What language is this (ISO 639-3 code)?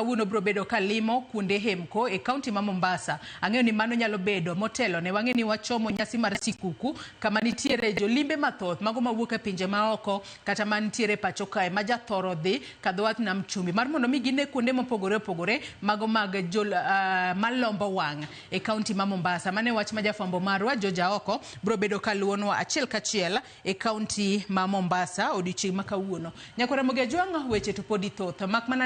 luo